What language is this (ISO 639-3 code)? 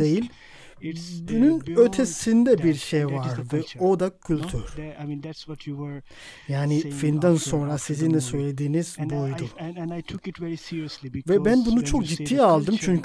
tur